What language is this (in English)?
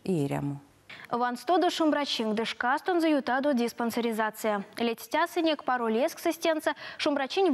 Erzya